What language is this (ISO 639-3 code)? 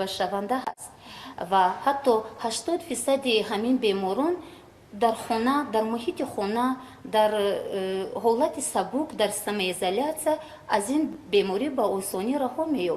tgk